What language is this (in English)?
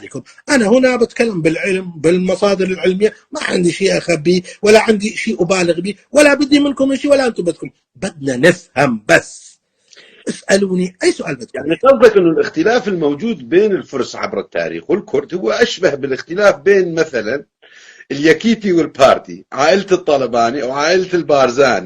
North Levantine Arabic